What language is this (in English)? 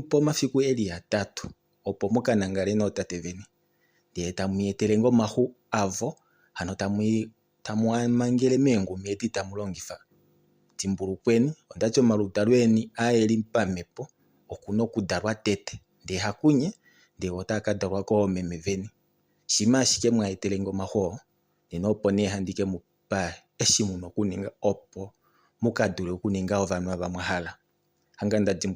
Kuanyama